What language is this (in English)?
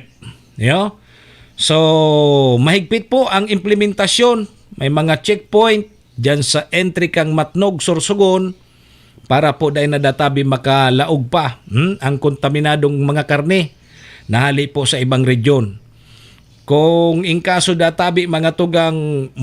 Bikol